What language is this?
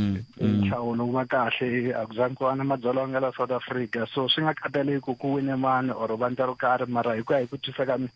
Tsonga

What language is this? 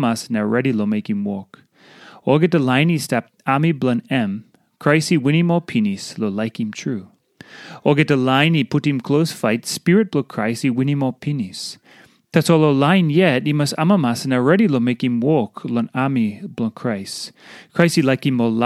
Tok Pisin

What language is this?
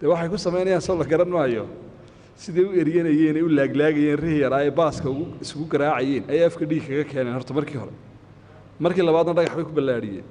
Somali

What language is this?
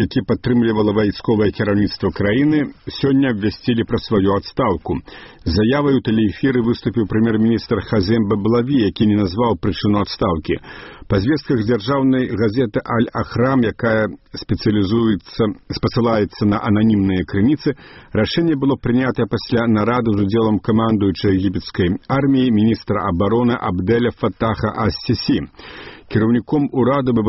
Belarusian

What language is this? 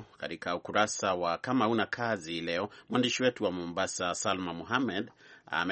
Swahili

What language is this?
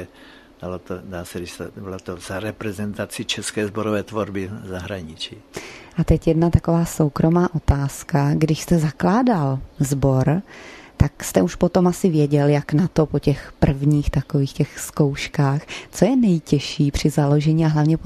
Czech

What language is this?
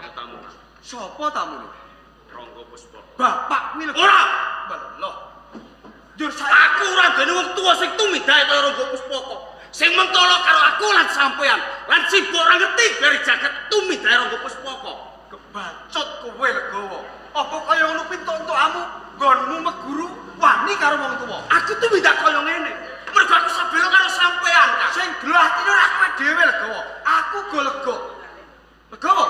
Javanese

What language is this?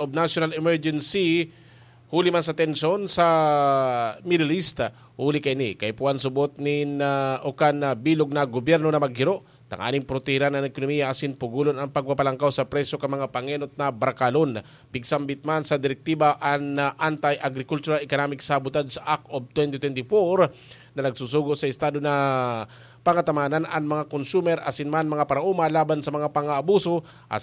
Bikol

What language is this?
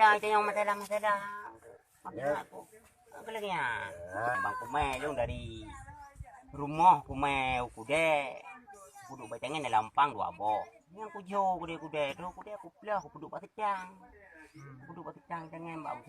Achinese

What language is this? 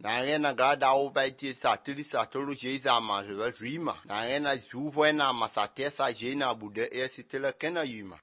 Slovenian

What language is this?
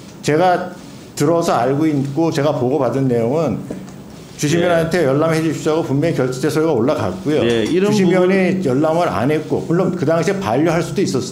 Korean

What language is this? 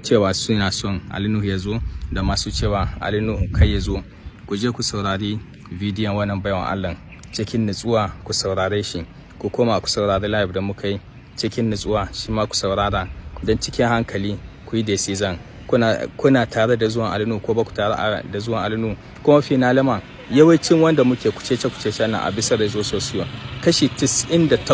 Hausa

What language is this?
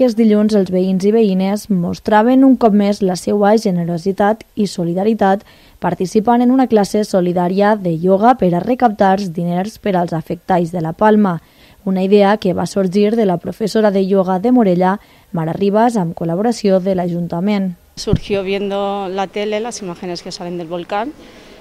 Catalan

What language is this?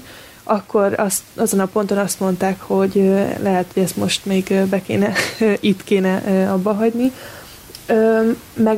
Hungarian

